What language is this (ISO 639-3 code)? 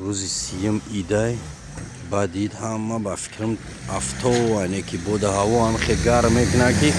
tgk